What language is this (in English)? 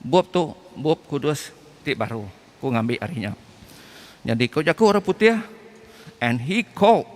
Iban